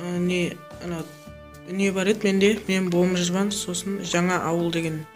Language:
Kara-Kalpak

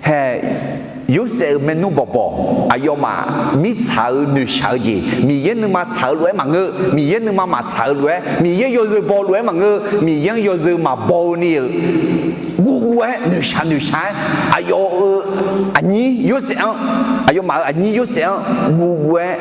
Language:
Akha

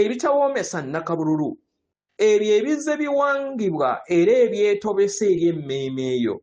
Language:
Ganda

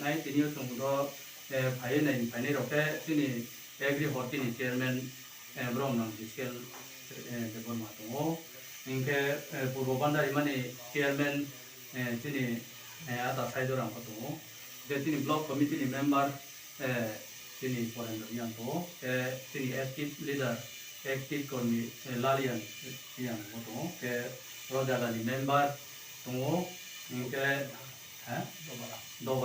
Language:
Riang (India)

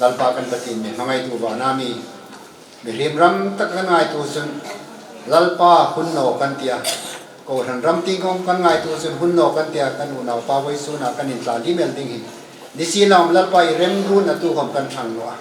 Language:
Hmar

